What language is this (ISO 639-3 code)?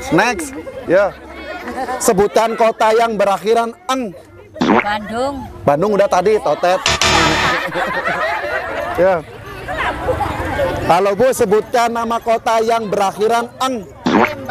ind